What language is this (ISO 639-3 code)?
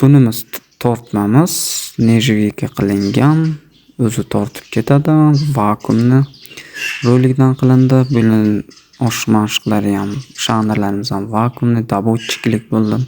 uzb